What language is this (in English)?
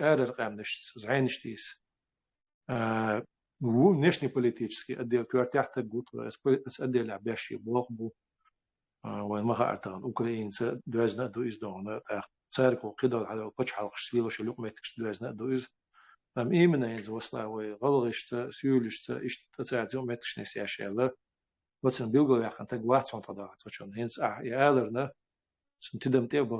Chechen